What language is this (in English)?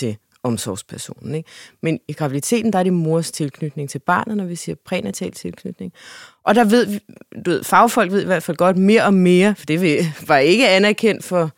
Danish